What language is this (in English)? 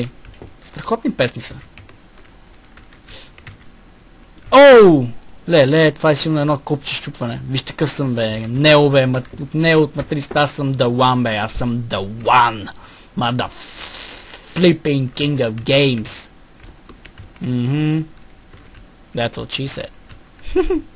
Bulgarian